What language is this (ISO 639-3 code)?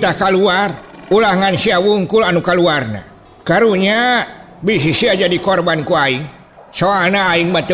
sun